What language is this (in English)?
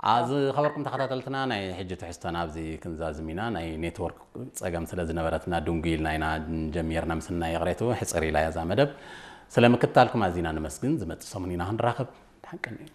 Tigrinya